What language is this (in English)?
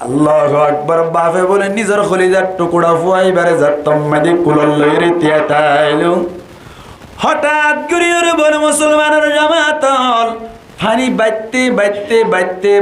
Rohingya